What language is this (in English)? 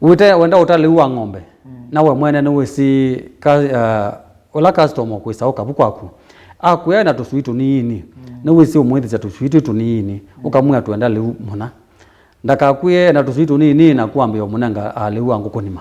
Kamba